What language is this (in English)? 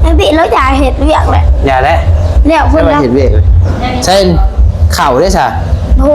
Northeastern Thai